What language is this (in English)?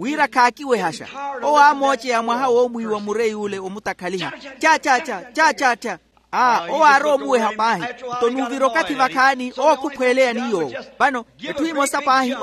Makhuwa